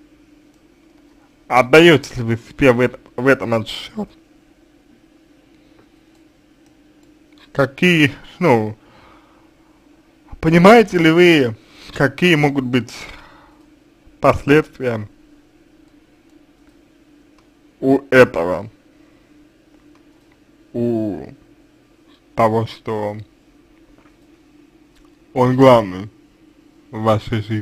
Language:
Russian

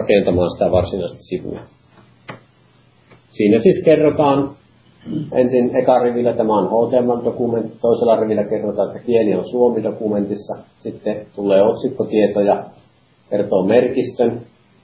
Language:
Finnish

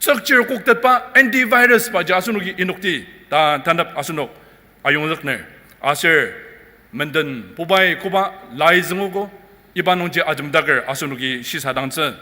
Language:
Ao Naga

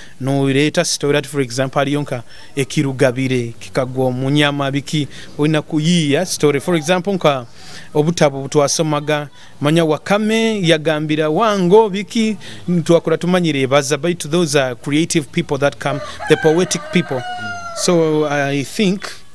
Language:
Nyoro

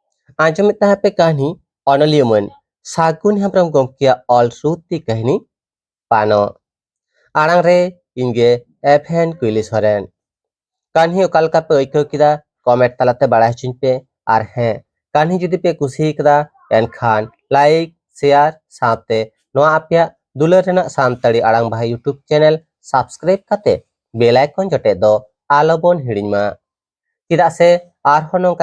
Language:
Santali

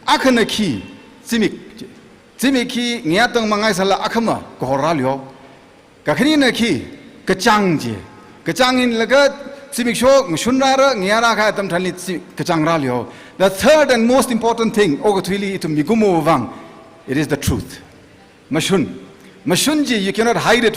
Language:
Tangkhul Naga (India)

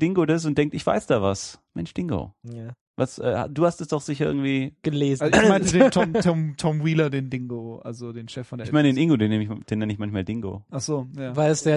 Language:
German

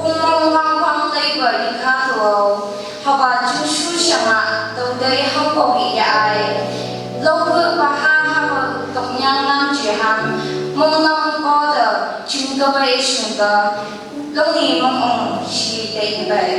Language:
Phom Naga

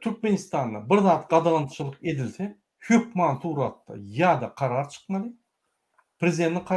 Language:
Turkmen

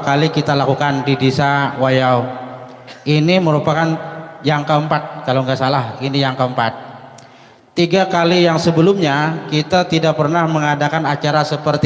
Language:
Banjar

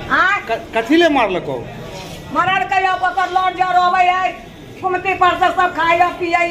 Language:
Maithili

